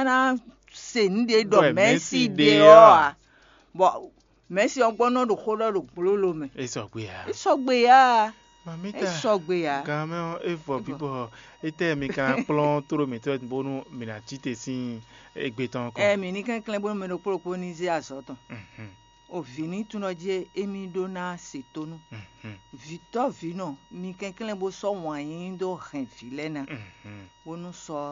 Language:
Fon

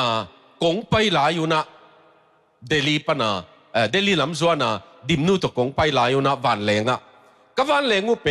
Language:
Tedim Chin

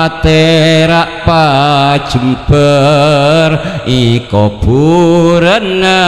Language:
Madurese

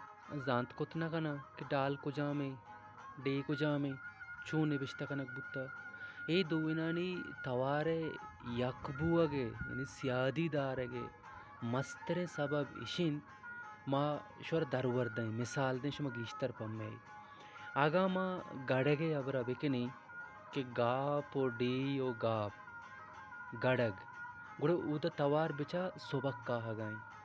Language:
Baluchi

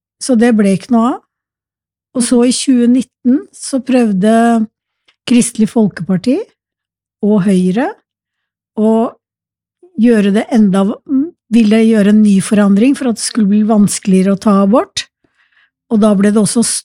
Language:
Norwegian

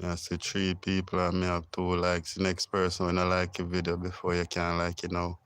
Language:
Jamaican Creole English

